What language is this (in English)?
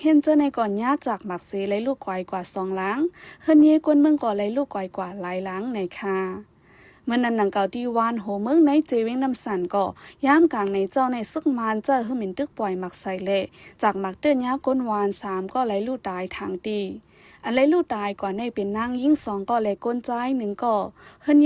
Shan